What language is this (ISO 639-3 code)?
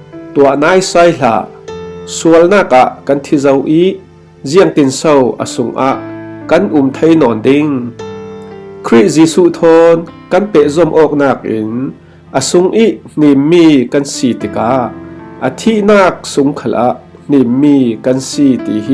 cfm